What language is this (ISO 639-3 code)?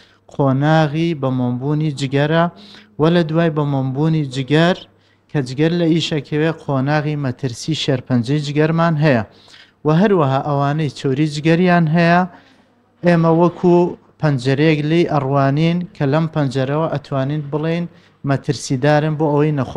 ckb